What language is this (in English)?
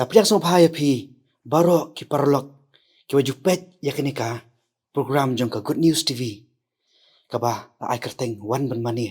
Khasi